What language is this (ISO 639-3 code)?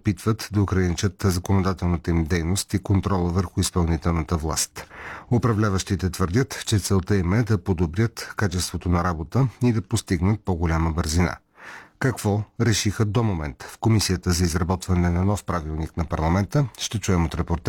bul